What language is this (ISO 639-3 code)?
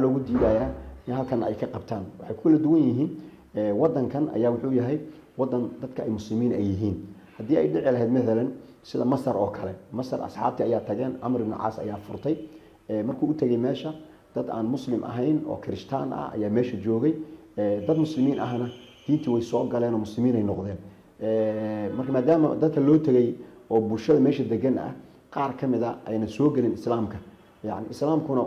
som